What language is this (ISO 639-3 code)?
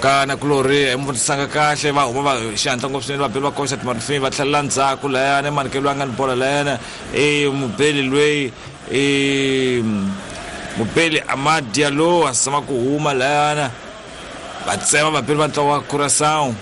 tso